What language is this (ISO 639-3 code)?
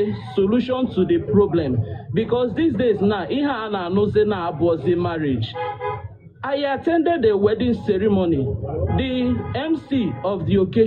ibo